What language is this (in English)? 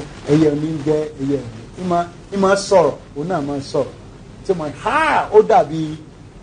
Yoruba